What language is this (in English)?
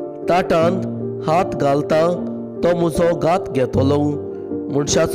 Konkani